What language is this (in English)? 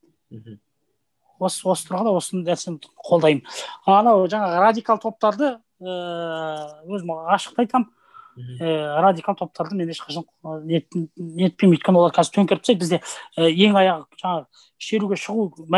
Kazakh